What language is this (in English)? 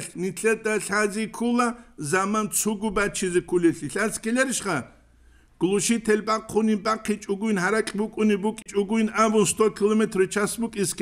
Avaric